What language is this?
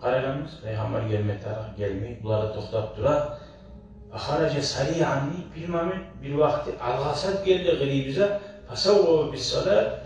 Kumyk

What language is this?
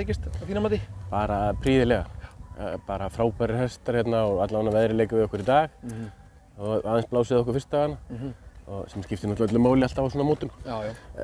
Icelandic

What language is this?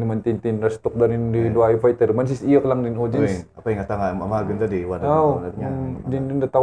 Kankanaey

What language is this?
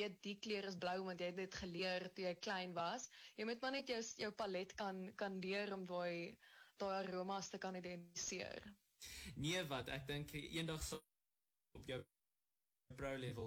Afrikaans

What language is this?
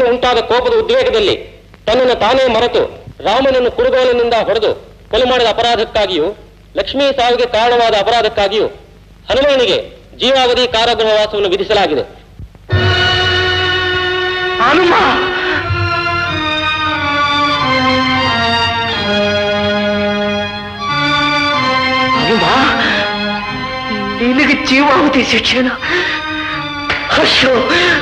Kannada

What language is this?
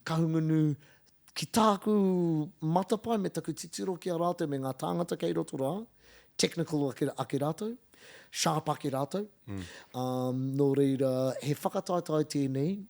Māori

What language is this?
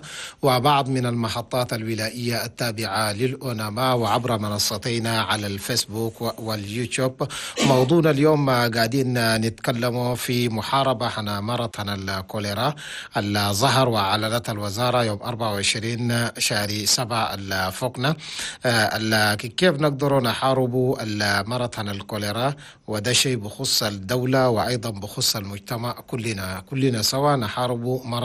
Chadian Arabic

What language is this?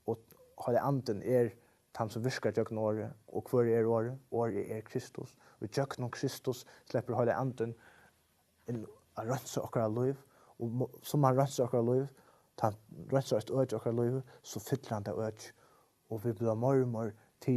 Faroese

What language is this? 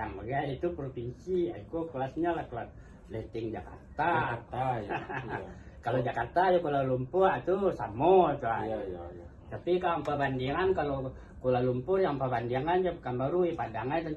Minangkabau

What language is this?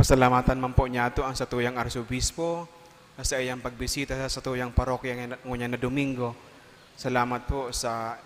Bikol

